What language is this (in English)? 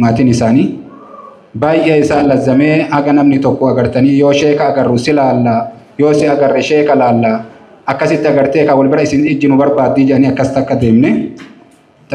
Oromo